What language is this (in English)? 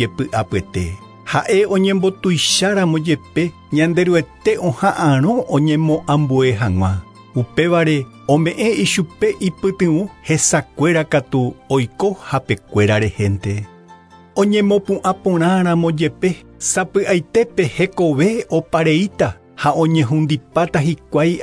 Guarani